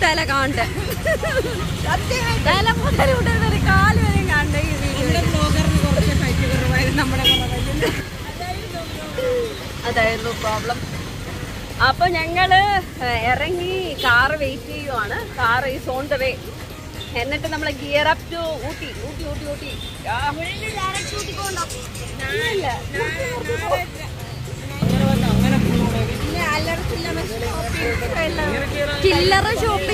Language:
Malayalam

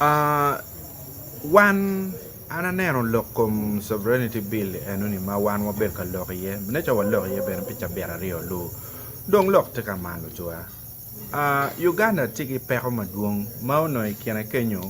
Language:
Acoli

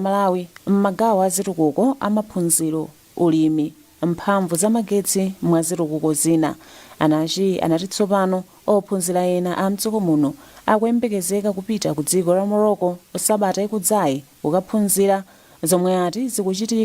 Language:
Nyanja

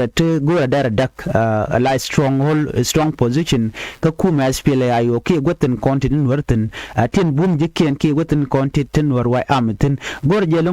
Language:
Nuer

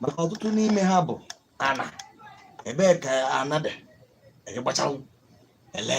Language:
Igbo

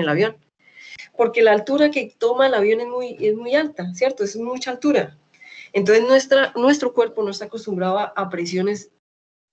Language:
Spanish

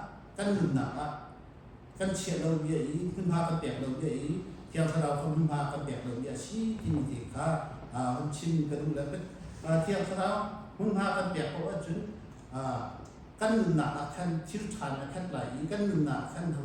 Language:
Hakha Chin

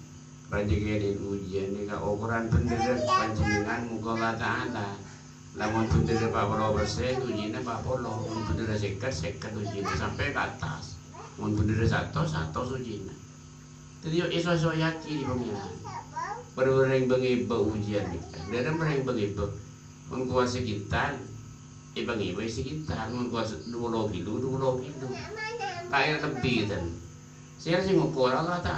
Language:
Madurese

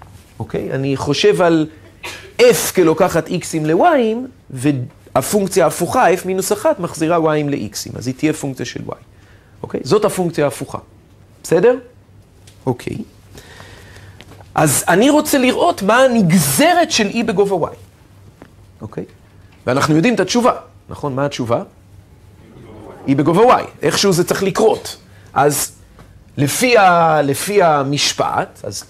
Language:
Hebrew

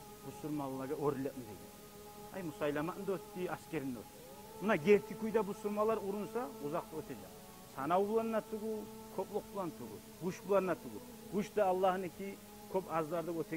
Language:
Kumyk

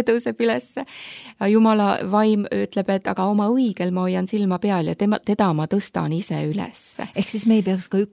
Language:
Estonian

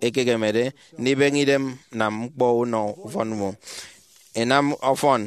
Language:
Efik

